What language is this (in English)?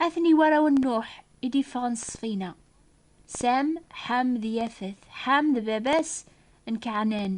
Kabyle